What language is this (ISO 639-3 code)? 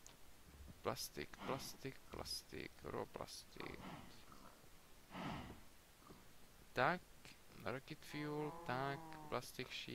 ces